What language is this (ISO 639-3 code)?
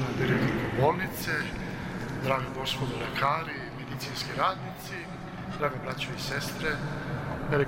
srp